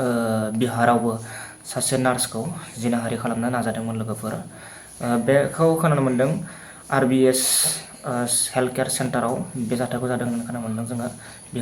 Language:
Bodo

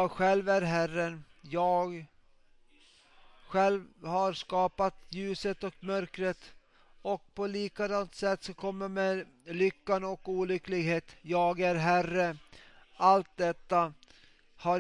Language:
Swedish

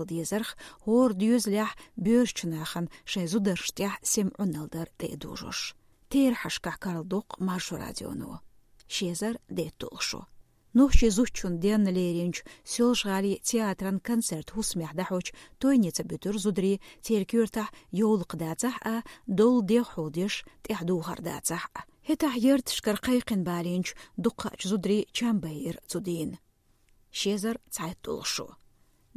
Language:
Chechen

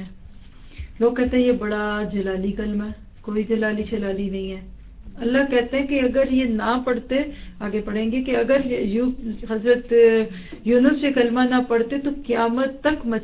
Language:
Urdu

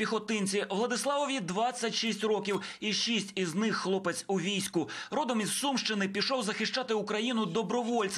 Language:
Ukrainian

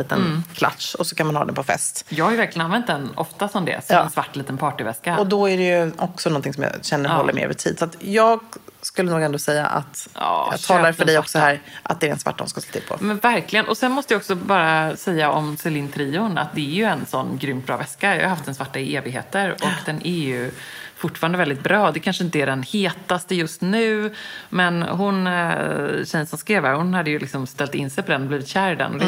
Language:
Swedish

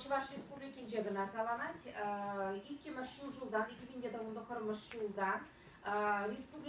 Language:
Chuvash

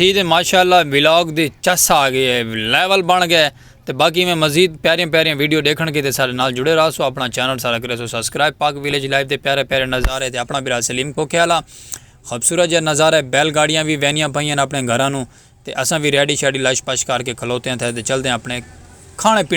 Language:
Saraiki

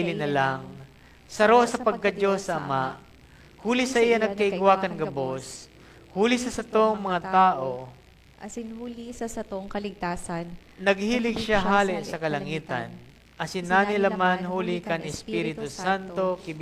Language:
Bikol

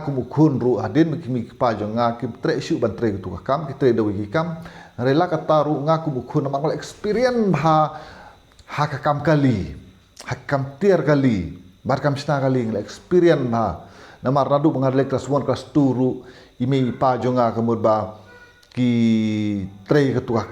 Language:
Khasi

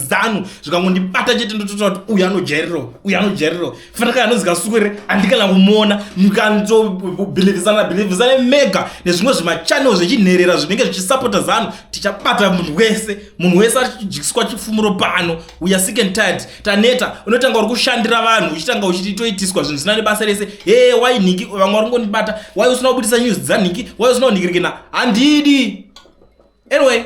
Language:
Shona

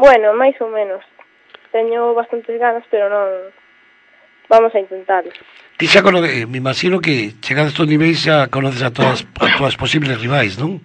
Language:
Galician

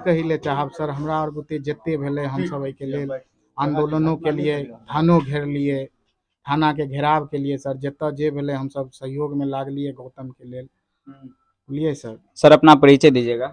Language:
Maithili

